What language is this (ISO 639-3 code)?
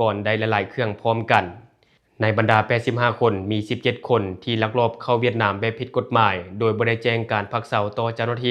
lao